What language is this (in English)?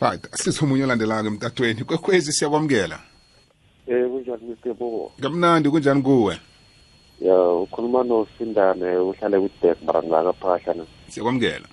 South Ndebele